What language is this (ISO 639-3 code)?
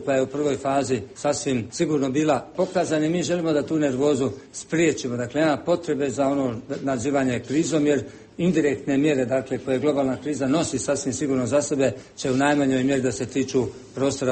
bos